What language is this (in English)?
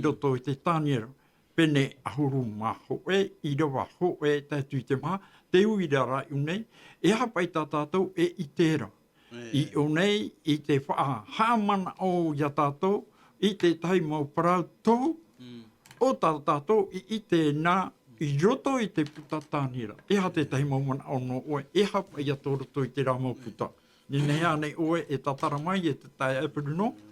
Tahitian